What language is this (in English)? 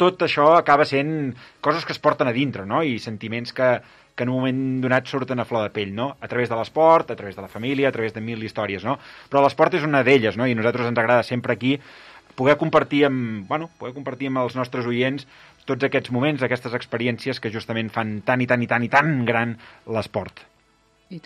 Catalan